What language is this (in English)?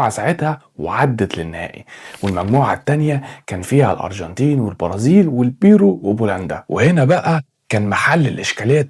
Egyptian Arabic